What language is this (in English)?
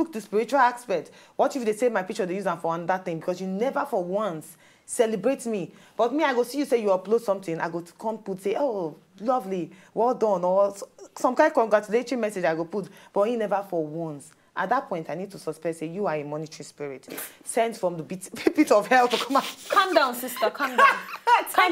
Nigerian Pidgin